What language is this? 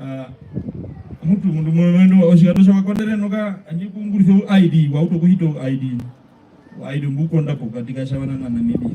Herero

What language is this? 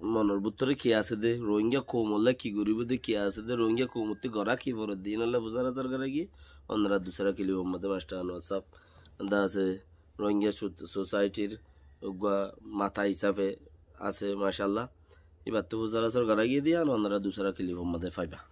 Rohingya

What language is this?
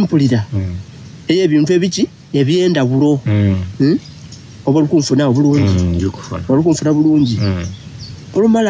Soga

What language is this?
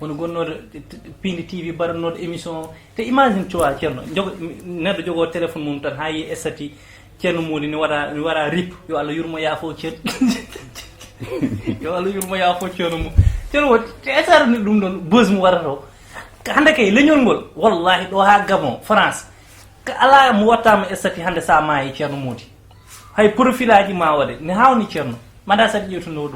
Fula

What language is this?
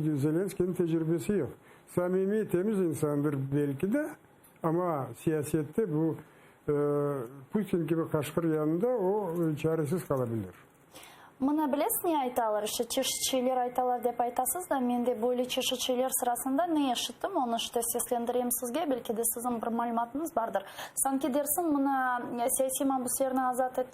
Crimean Tatar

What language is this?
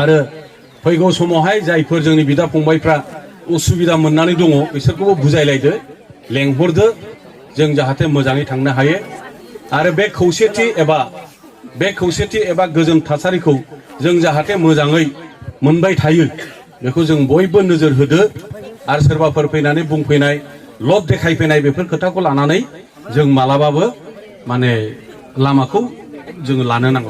Bodo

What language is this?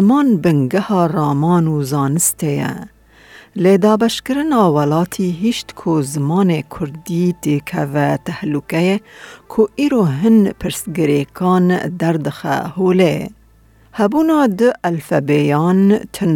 Kurdish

